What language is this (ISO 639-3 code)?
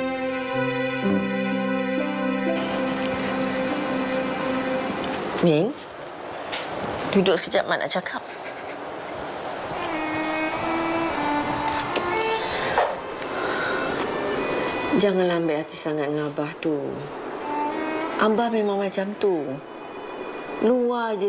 msa